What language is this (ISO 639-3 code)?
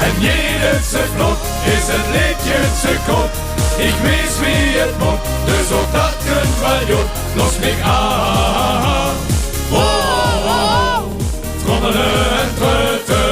lim